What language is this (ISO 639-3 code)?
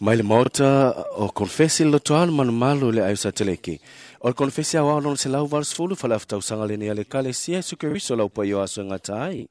smo